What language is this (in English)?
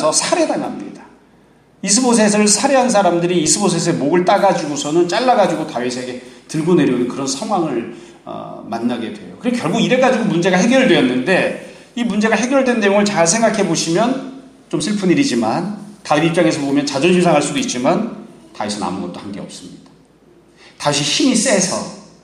Korean